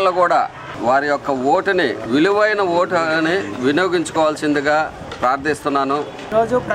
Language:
Telugu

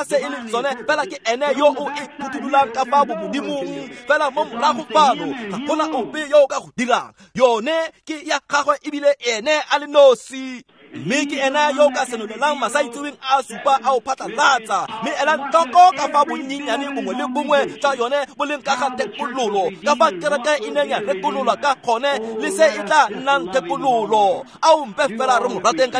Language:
Tswana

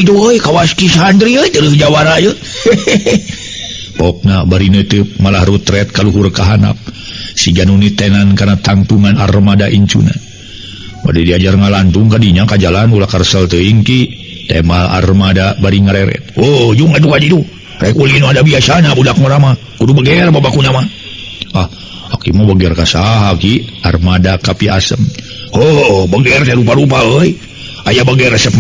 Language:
Sundanese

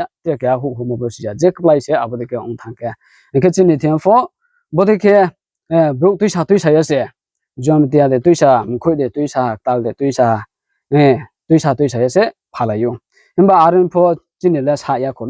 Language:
Riang (India)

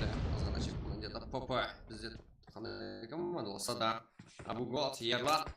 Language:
Kara-Kalpak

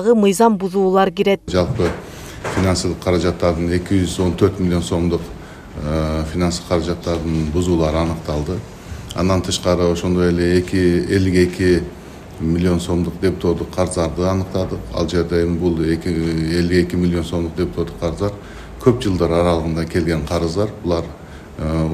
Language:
Kyrgyz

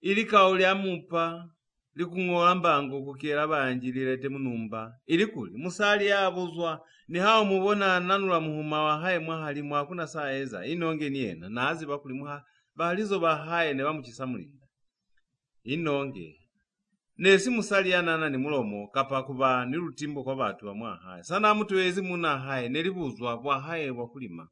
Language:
Lozi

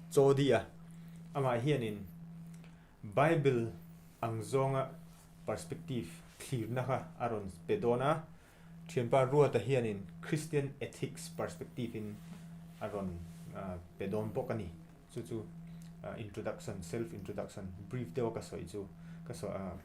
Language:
Mizo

